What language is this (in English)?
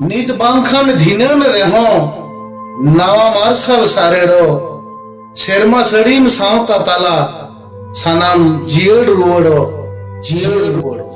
Santali